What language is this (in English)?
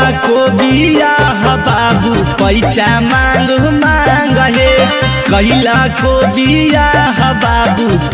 Magahi